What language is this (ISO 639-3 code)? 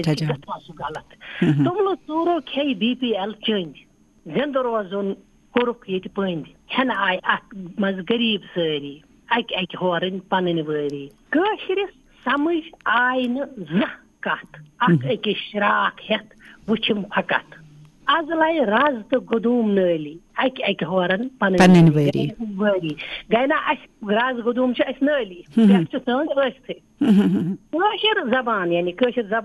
kas